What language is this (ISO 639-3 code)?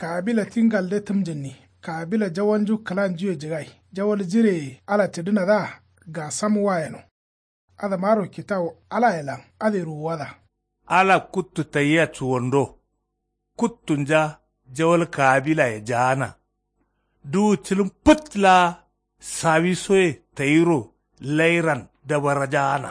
kau